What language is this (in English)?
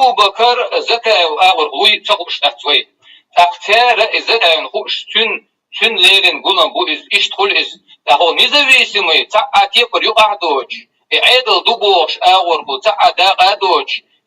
Chechen